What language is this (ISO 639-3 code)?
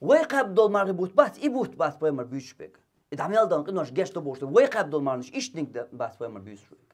che